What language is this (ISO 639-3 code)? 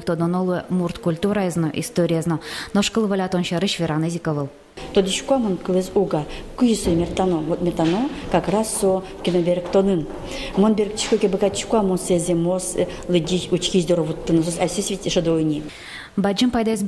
udm